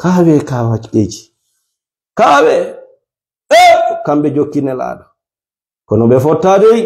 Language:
Fula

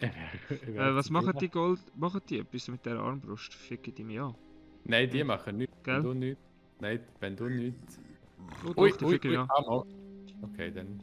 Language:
Swiss German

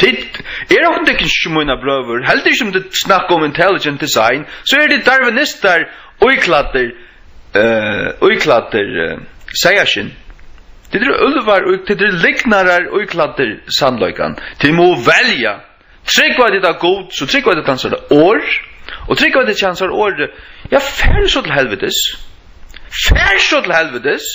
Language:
Faroese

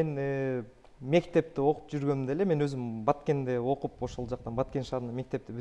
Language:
Kyrgyz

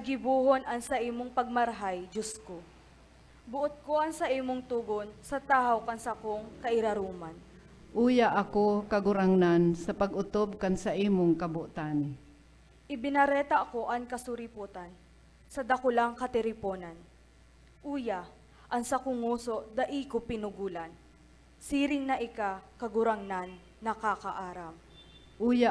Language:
Bikol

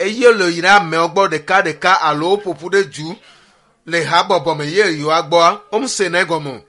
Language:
Ewe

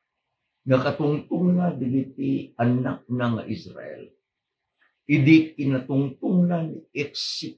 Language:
Iloko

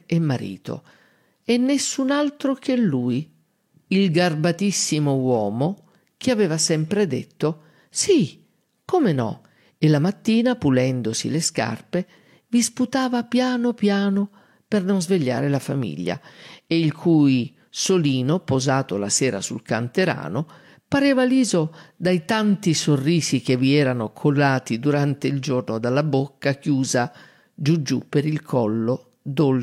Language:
Italian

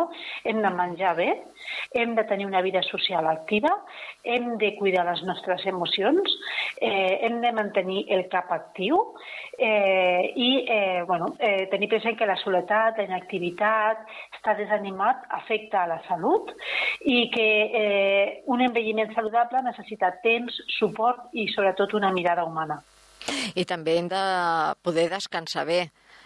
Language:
Catalan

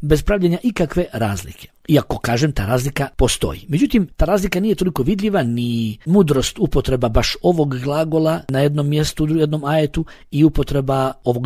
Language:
Bosnian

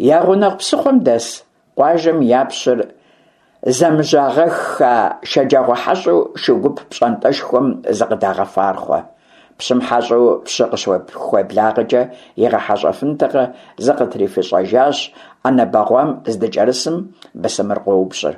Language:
Kabardian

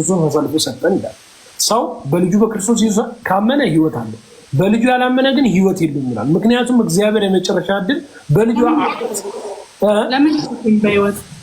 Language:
Amharic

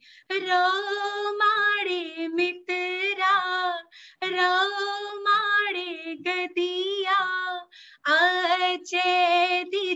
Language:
Dogri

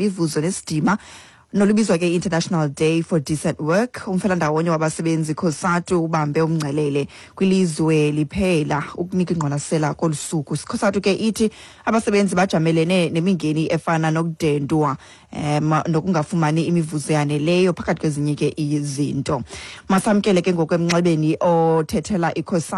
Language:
Xhosa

